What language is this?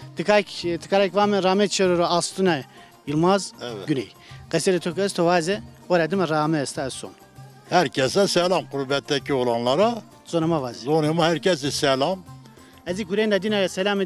Zaza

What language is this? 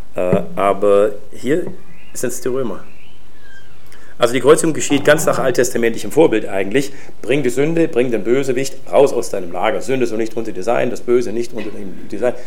German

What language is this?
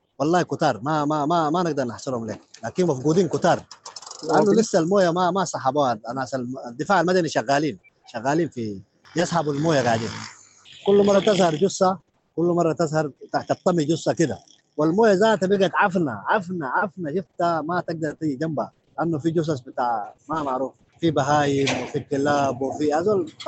Sudanese Arabic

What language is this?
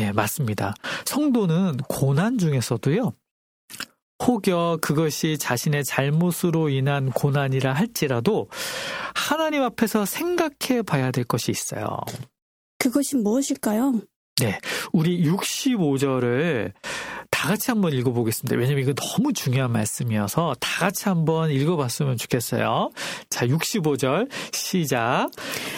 Korean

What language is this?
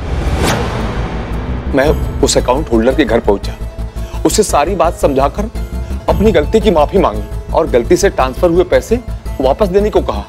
Hindi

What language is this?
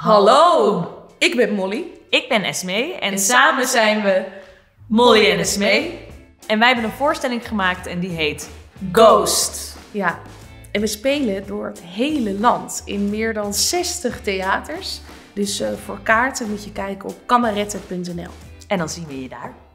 Dutch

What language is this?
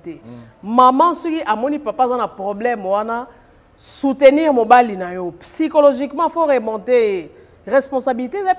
Lingala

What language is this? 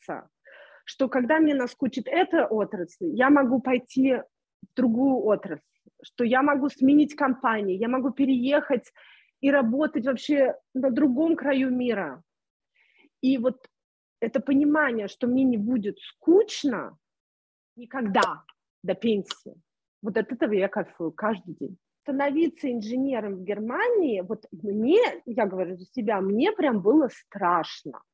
Russian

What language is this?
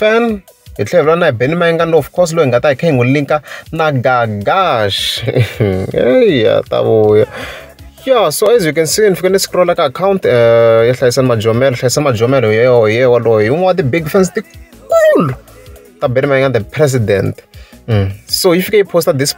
Tsonga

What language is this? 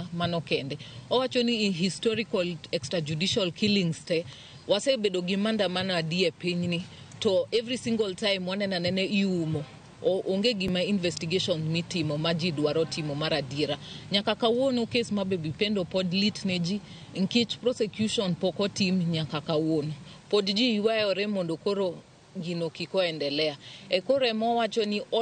Luo (Kenya and Tanzania)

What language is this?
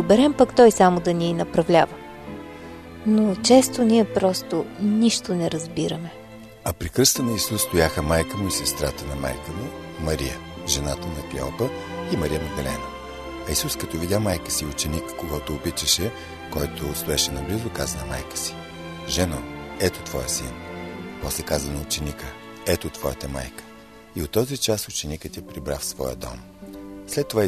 Bulgarian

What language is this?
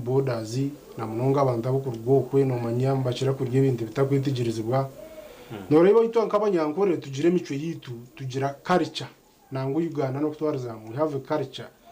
Nyankole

